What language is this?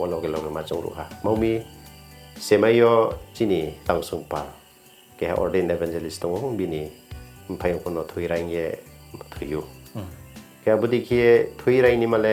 Riang (India)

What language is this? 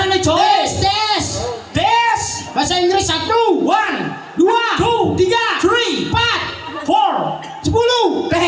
Balinese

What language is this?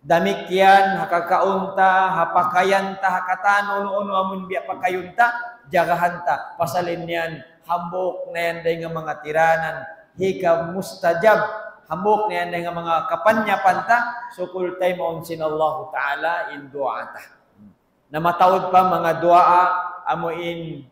Tausug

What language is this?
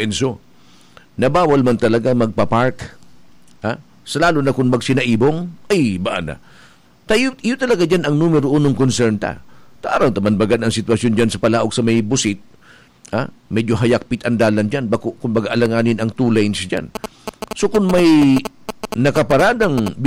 Bikol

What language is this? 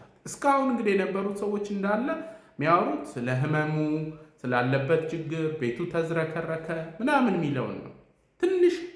Amharic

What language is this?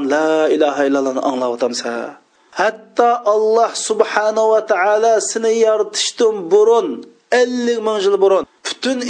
Uyghur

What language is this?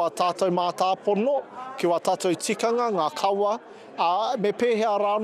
Māori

